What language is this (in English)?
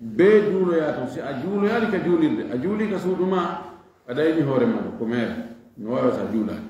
Fula